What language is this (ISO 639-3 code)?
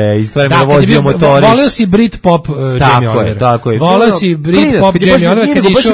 srp